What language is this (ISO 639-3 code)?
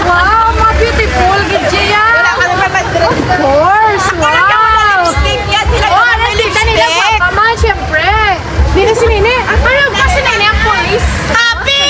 hil